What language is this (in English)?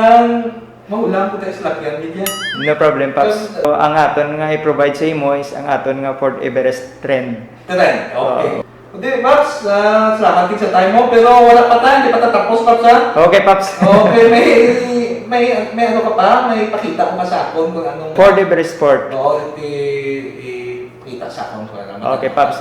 Hiligaynon